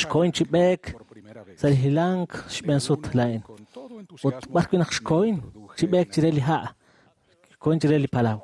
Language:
Kekchí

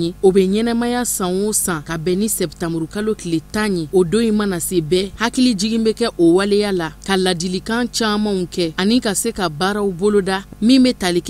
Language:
Bambara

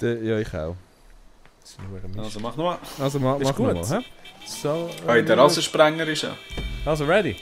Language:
Swiss German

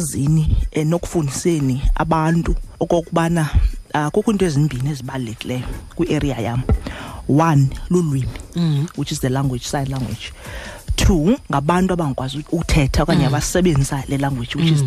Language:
Xhosa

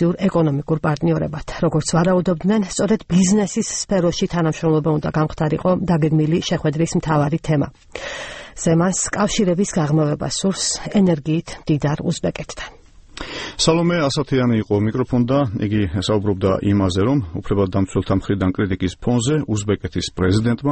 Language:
Georgian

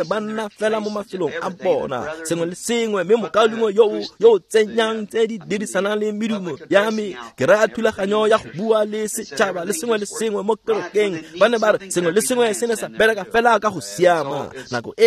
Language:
Tswana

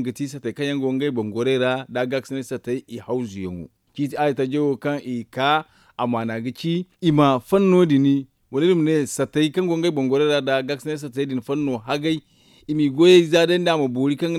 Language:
Zarma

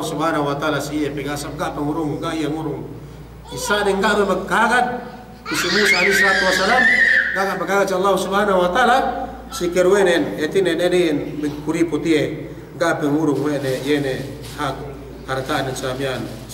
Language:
Yakan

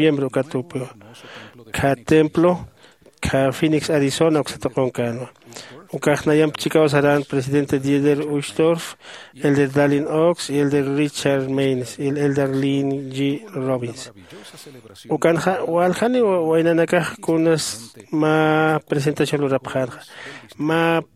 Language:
Aymara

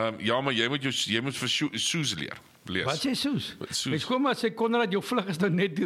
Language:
Afrikaans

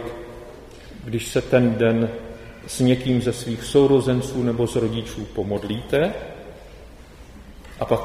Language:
Czech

